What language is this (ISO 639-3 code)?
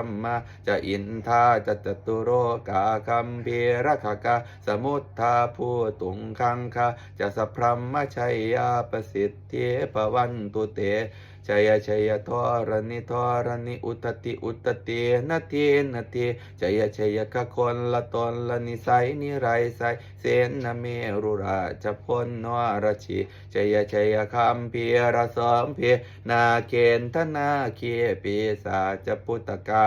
pli